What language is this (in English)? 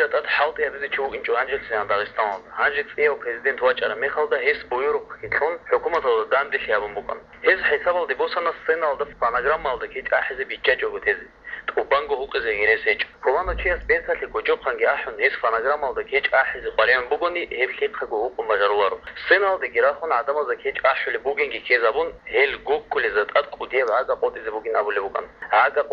Avaric